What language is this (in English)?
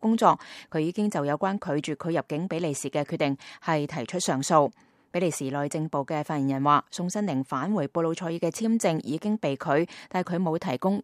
Cantonese